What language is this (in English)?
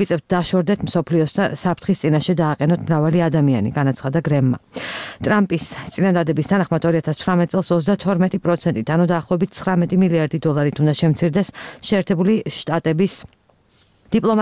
Georgian